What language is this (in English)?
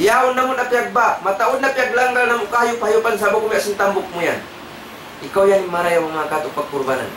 Tausug